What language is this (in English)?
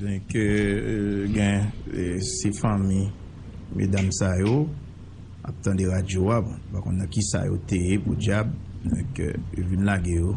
Haitian Creole